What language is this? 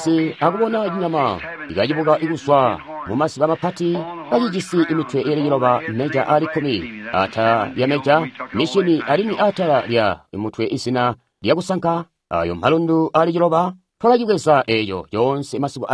Tonga (Zambia)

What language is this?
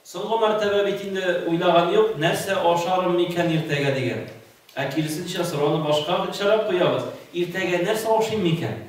Tatar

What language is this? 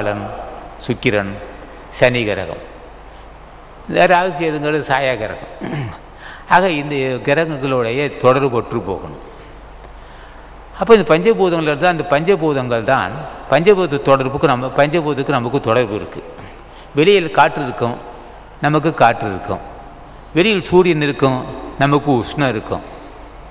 Tamil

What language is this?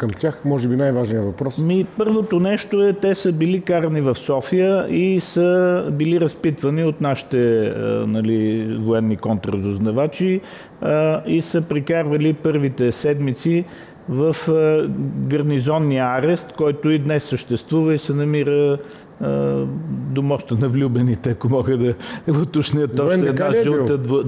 Bulgarian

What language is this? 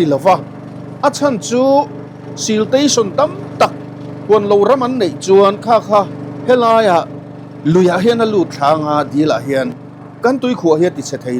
Mizo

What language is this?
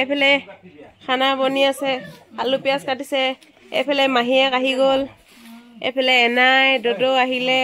Assamese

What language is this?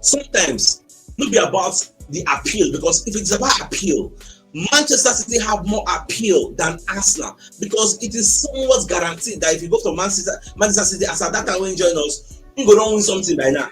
Nigerian Pidgin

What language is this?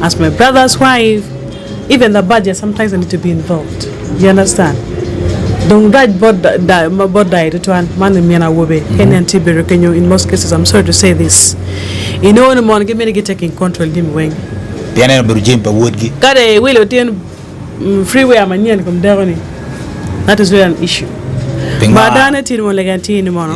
Acoli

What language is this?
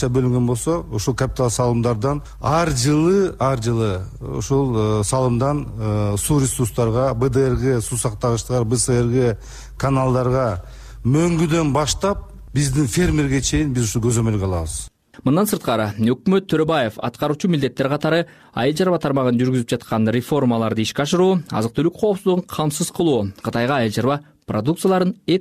Kyrgyz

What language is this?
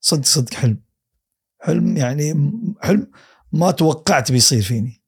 Gulf Arabic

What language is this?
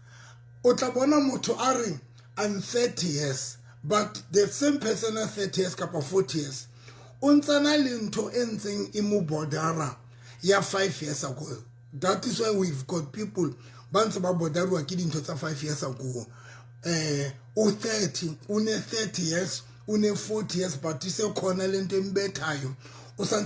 Southern Sotho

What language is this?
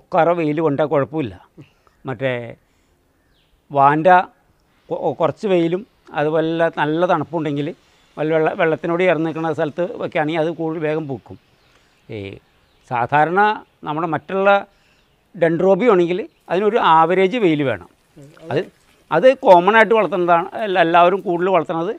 Malayalam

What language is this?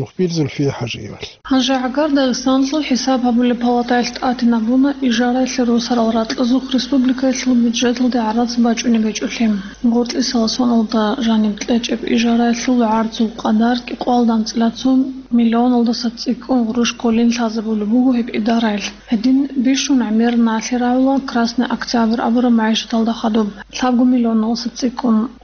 Avaric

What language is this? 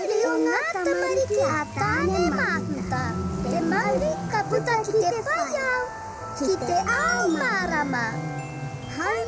Māori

